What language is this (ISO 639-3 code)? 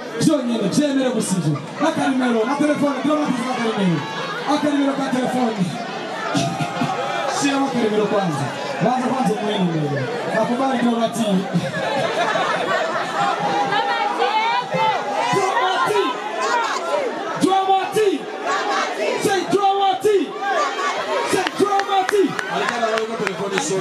kin